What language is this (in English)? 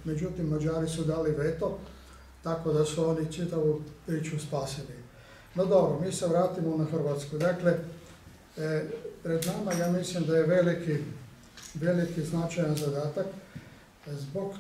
Croatian